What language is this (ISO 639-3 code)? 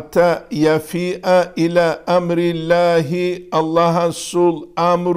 ava